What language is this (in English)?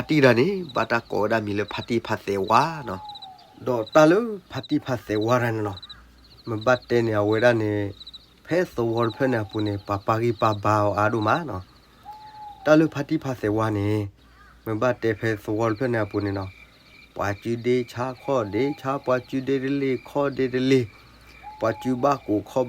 S'gaw Karen